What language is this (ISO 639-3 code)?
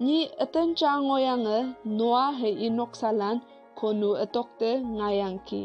nbe